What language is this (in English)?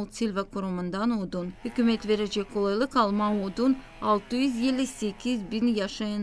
Gagauz